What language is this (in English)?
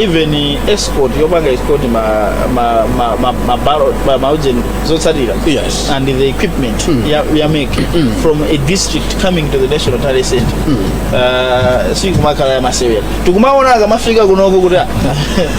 Nyanja